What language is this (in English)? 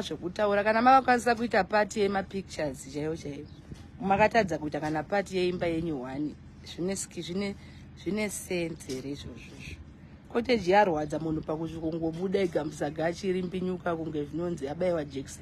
Shona